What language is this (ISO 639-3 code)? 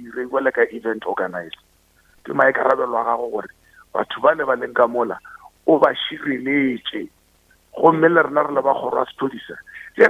nso